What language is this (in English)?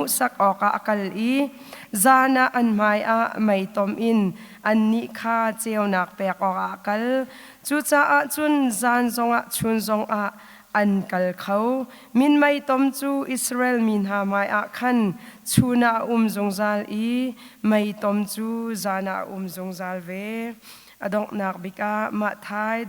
Hakha Chin